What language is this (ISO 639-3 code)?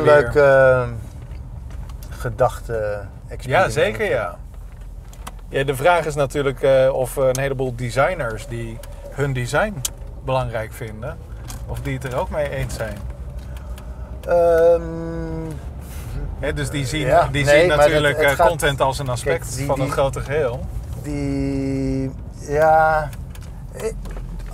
nld